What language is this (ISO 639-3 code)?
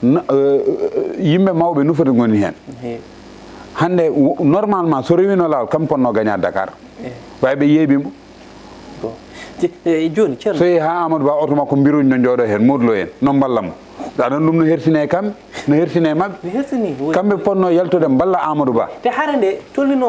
ful